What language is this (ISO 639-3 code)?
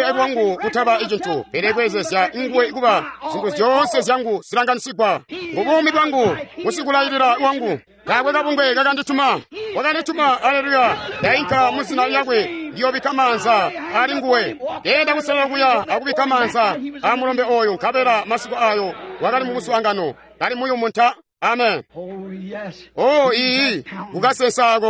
toi